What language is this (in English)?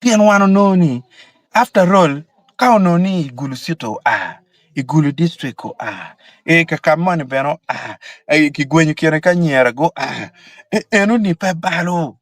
Acoli